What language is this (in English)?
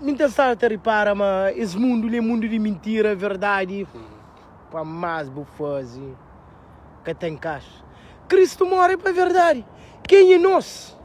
Kabuverdianu